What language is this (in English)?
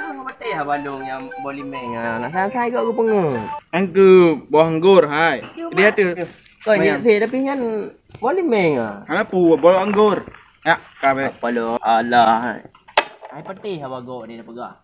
Achinese